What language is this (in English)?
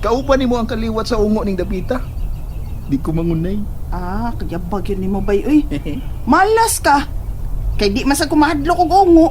Cebuano